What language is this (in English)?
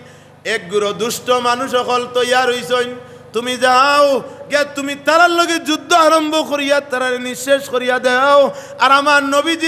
Sylheti